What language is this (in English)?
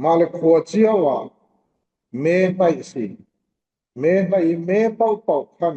Falam Chin